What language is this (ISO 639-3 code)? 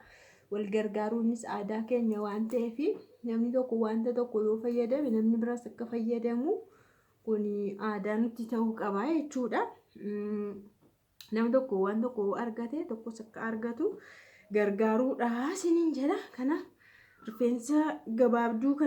orm